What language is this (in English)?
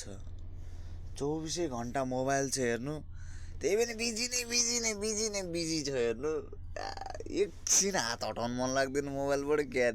Nepali